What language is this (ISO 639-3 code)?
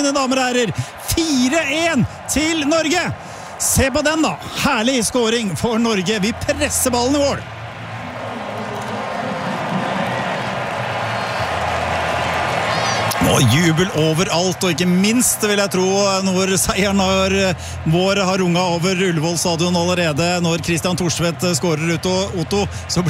nor